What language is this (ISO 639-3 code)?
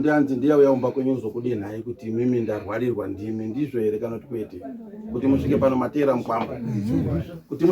sna